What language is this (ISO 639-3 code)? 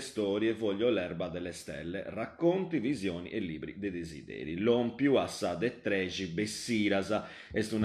srd